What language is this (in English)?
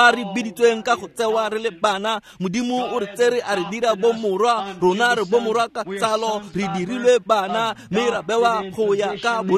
Tswana